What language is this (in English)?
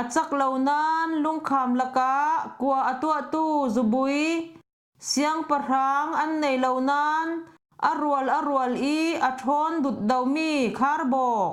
Falam Chin